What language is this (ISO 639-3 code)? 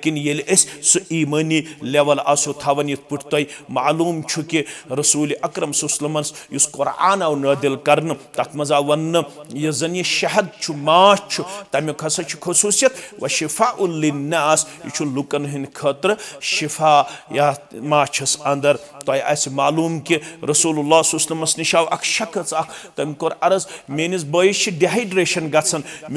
kas